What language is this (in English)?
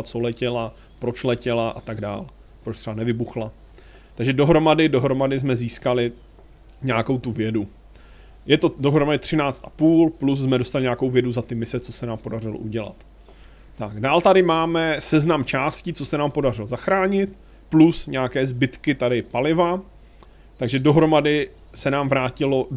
Czech